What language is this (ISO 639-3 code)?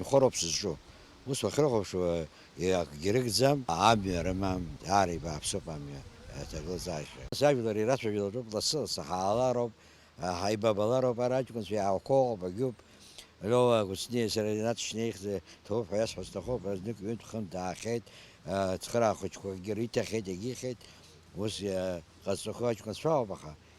abk